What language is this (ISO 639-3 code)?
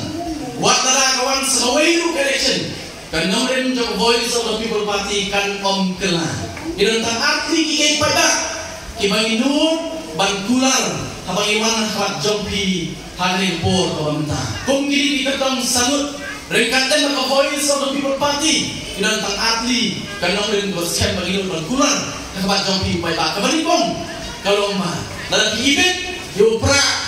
kha